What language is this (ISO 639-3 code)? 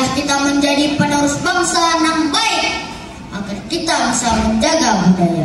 bjn